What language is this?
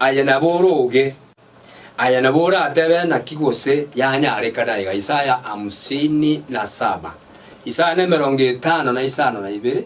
Gusii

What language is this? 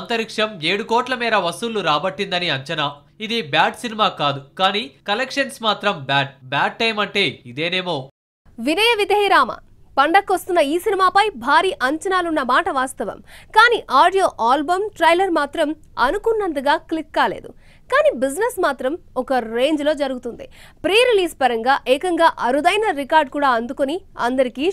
Telugu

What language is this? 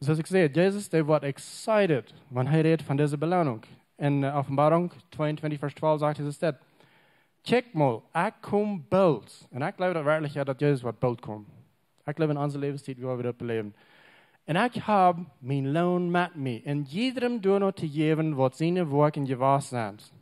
Plautdietsch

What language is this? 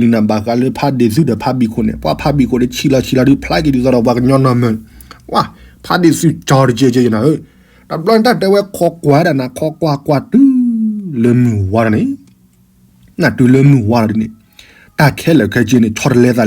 S'gaw Karen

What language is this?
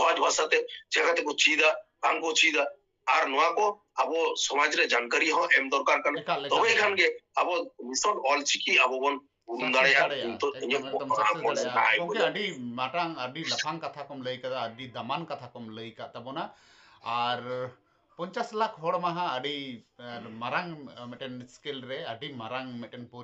Santali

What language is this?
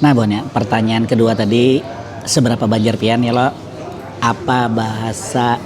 Banjar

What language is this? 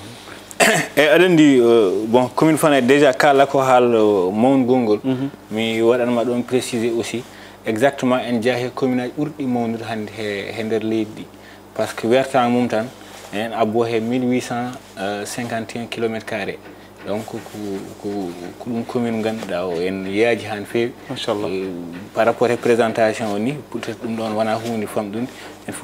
Fula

